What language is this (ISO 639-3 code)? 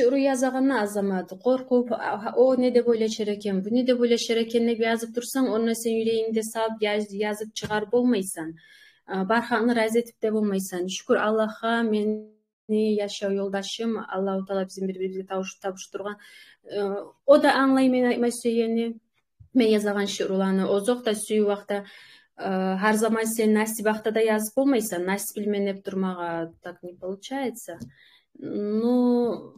kum